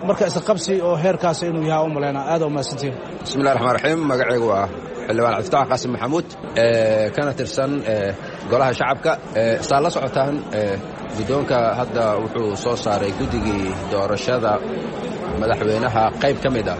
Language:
Somali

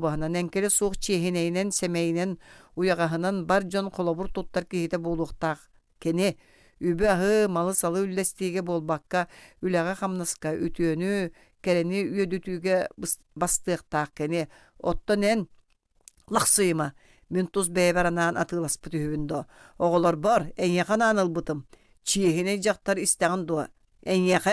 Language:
Yakut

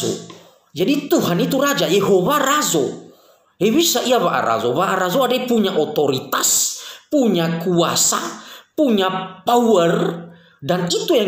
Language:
Nias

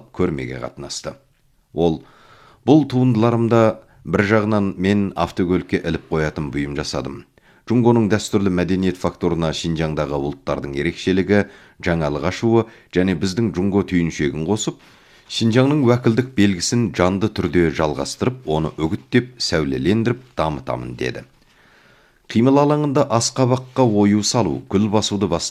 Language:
Kazakh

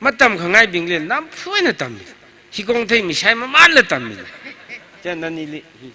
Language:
Tangkhul Naga (India)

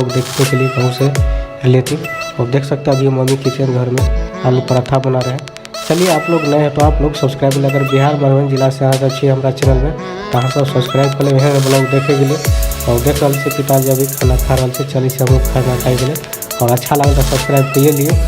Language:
Maithili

